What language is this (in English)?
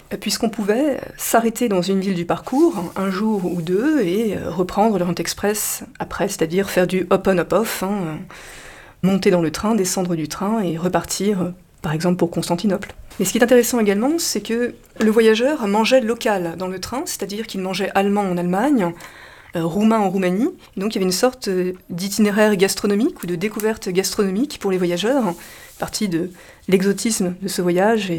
French